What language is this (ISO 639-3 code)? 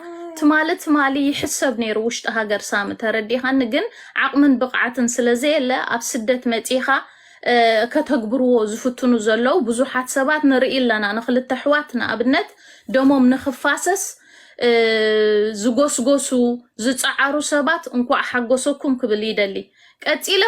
tir